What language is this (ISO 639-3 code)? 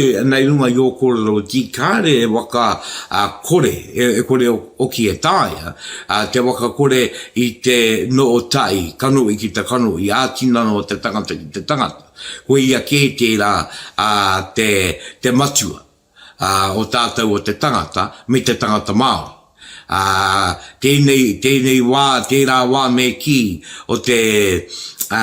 mri